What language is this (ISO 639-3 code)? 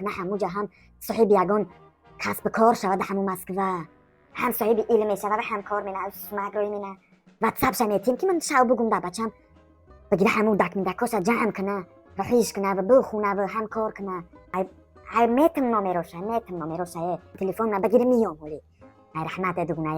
tgk